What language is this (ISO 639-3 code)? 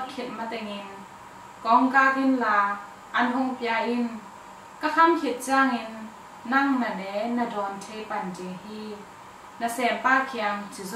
ctd